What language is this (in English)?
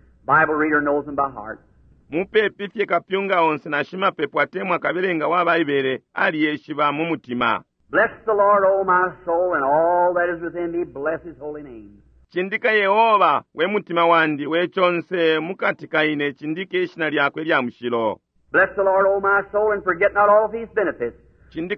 Bemba